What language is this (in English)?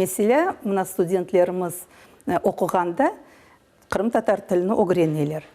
Crimean Tatar